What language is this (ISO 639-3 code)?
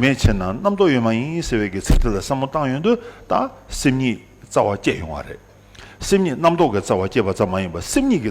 bod